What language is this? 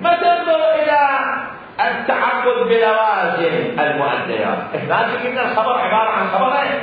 Mesopotamian Arabic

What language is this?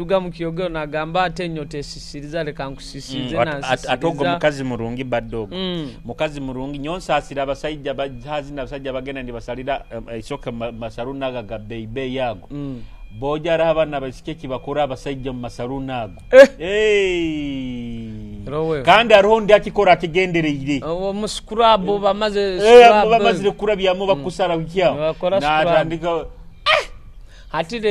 Nyoro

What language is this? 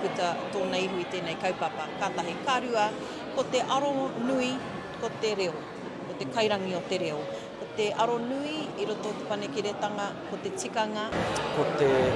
Māori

